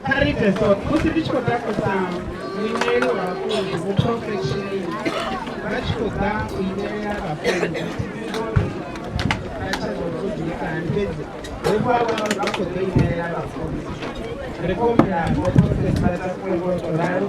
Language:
Venda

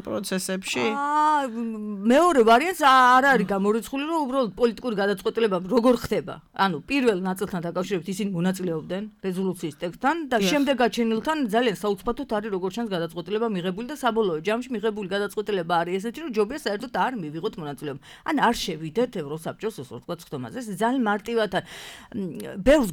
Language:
Georgian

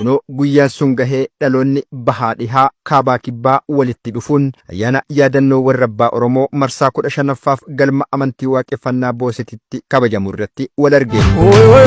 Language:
Oromo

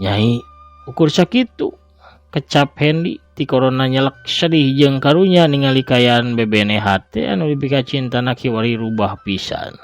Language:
Sundanese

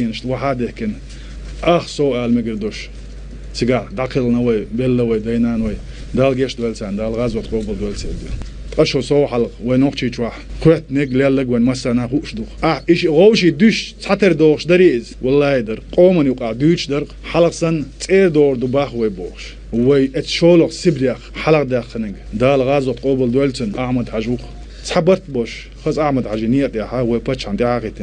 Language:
Chechen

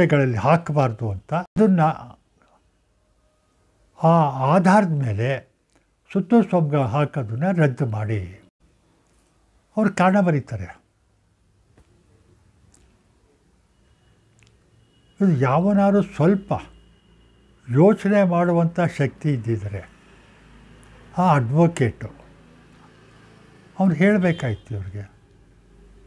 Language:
Kannada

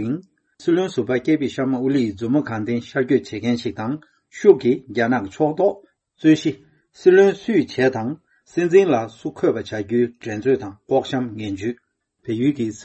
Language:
Tibetan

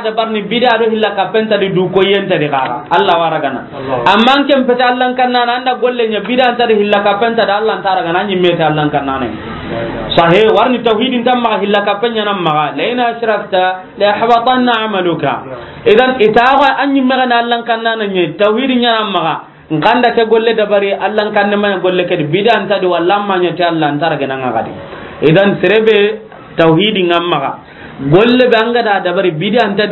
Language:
Soninke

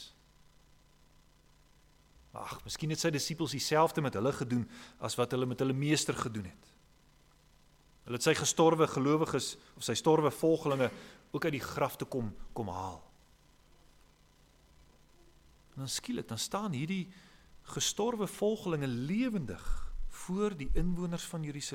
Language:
Afrikaans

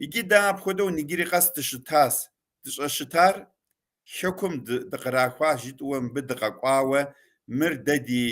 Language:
Kabardian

